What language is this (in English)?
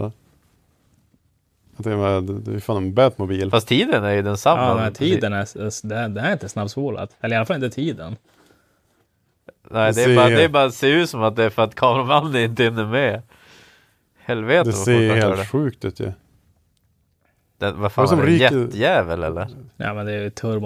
Swedish